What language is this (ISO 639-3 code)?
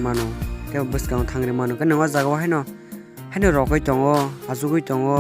trp